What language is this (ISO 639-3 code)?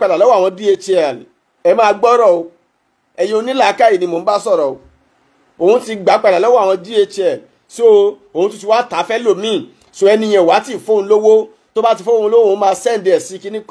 yor